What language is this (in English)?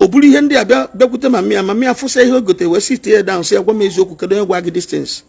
Igbo